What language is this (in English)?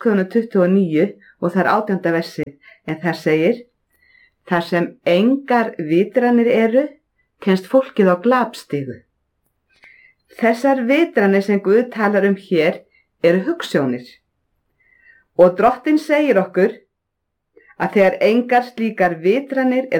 Icelandic